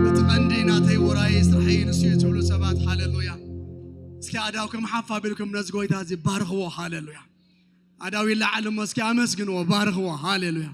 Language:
Tigrinya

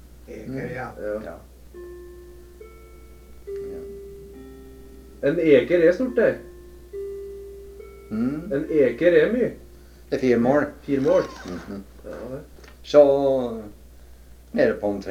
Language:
Norwegian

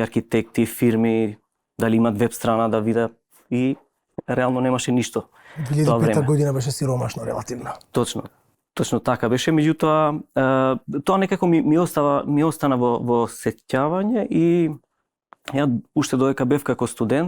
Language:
Macedonian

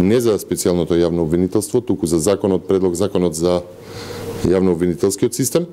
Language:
Macedonian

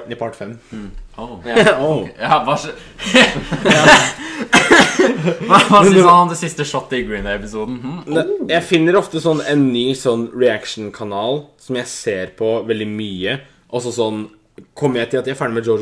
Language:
Norwegian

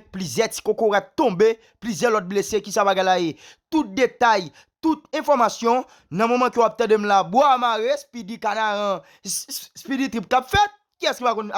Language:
Haitian Creole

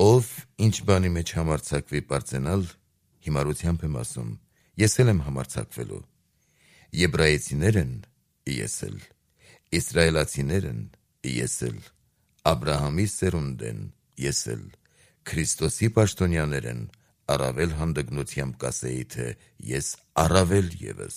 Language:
Armenian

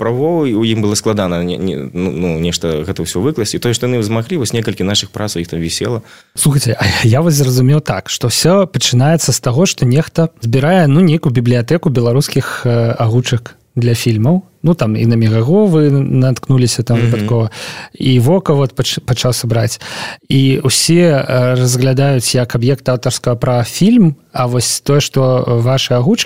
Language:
Belarusian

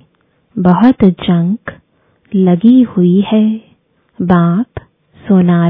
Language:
Hindi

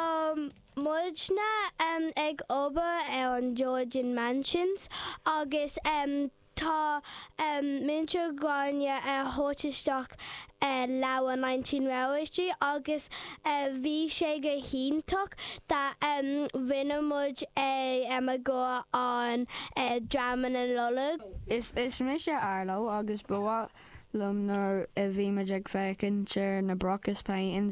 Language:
Irish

